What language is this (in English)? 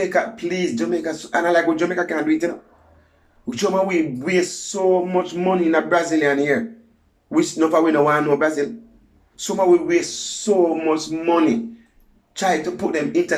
Jamaican Creole English